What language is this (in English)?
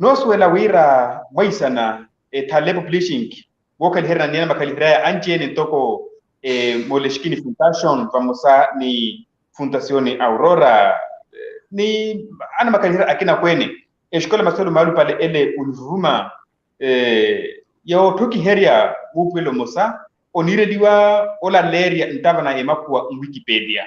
Makhuwa